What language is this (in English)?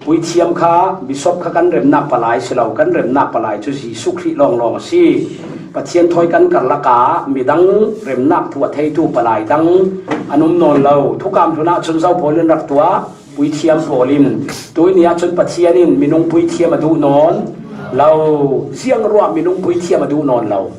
Falam Chin